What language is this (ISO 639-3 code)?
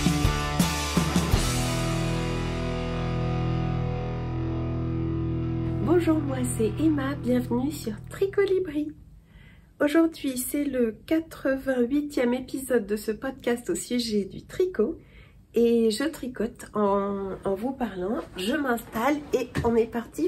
fra